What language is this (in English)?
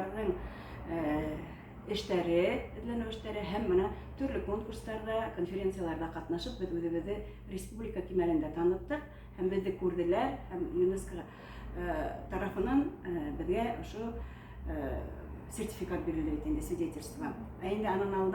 Bashkir